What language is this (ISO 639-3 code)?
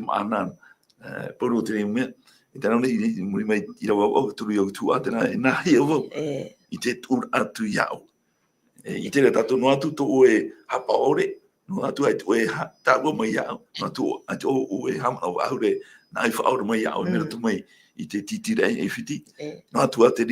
tah